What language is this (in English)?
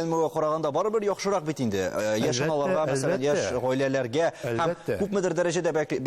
Tatar